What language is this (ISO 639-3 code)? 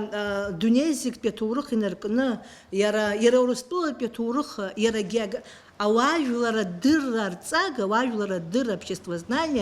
abk